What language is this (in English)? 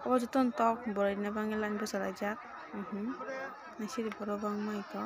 Kok Borok